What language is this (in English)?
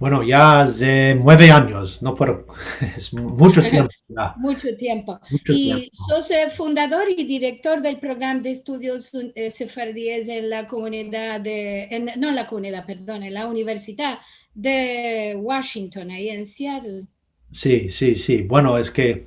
Ladino